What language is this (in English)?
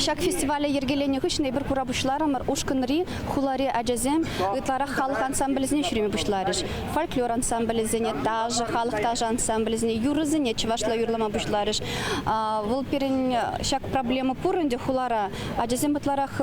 Chuvash